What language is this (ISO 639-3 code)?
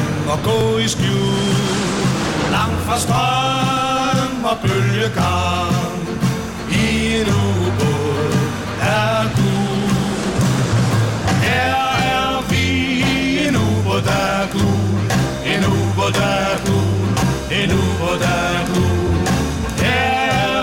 dan